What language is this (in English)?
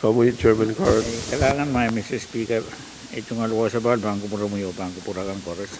Pohnpeian